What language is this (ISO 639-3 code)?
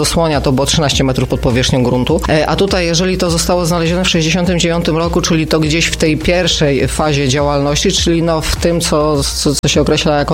pol